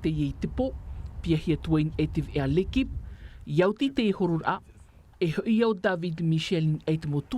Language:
Tahitian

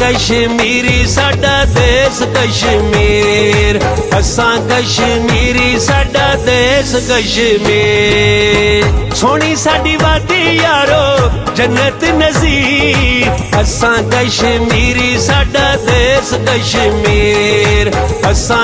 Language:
Pahari-Potwari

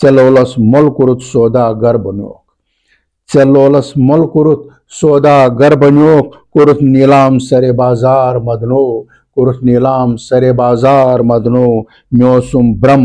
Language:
Kashmiri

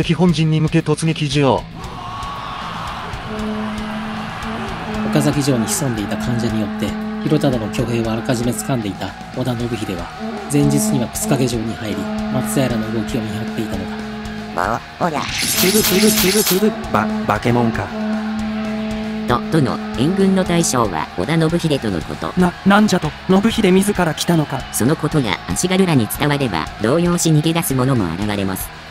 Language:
Japanese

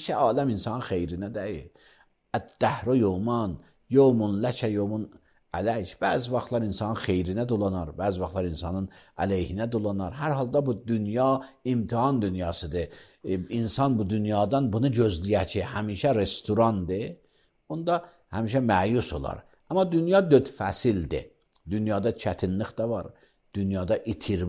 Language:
Azerbaijani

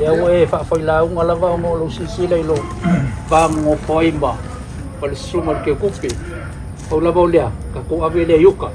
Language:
Samoan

